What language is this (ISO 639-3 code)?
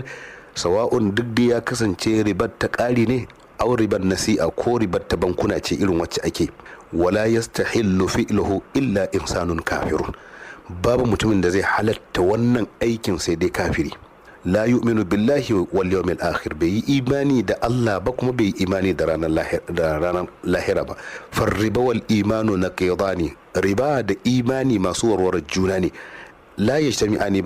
hau